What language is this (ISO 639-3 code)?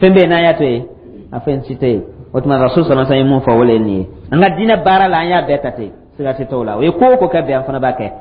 dyu